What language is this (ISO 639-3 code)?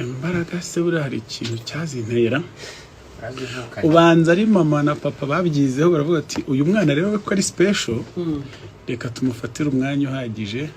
kin